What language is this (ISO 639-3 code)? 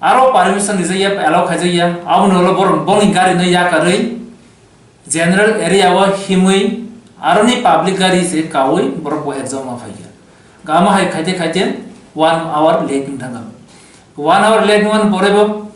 trp